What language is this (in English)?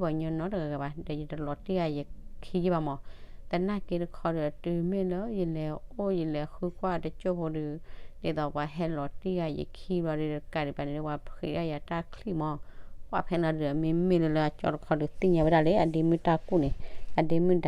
S'gaw Karen